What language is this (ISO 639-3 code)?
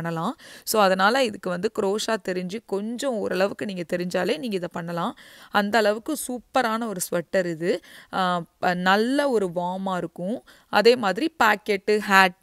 tam